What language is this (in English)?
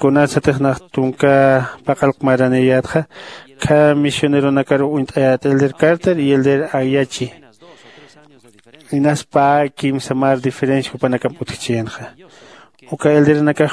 Aymara